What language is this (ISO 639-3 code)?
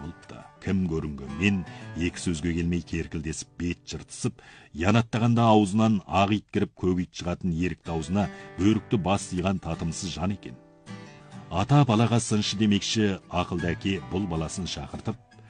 kaz